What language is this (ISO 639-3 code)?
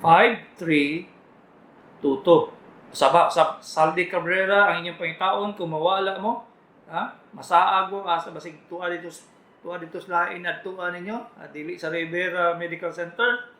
ceb